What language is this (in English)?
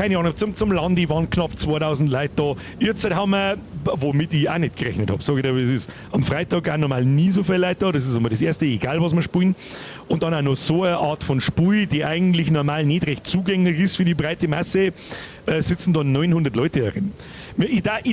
Bavarian